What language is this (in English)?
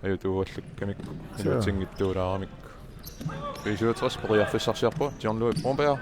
Kalaallisut